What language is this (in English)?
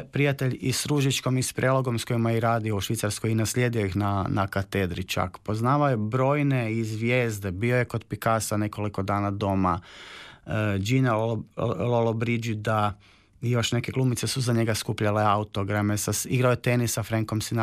Croatian